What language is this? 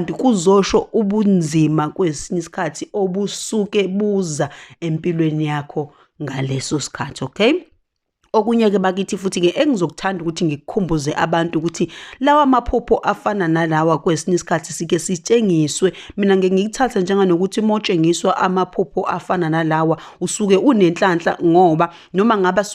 Zulu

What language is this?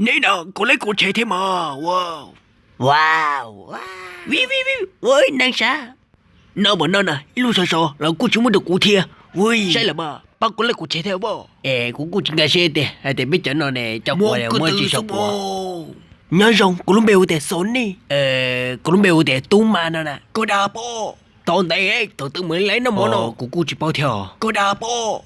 Hmong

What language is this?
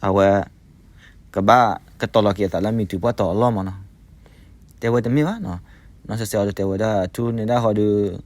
S'gaw Karen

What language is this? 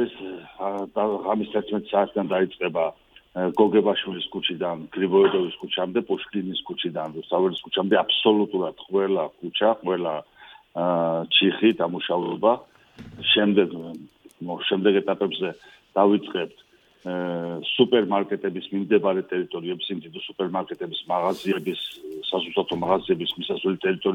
Georgian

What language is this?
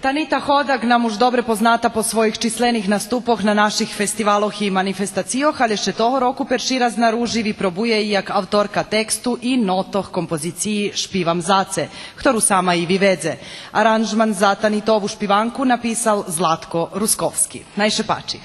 Rusyn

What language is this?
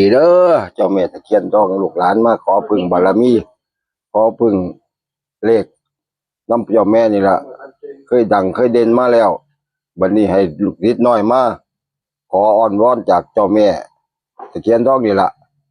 Northeastern Thai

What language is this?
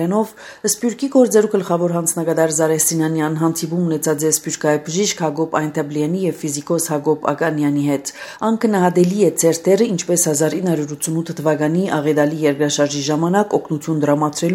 Armenian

